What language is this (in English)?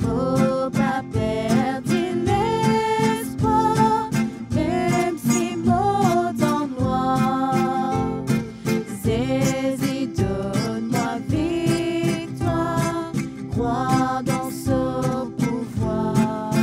Morisyen